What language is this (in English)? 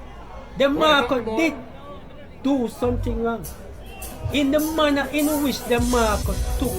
Jamaican Creole English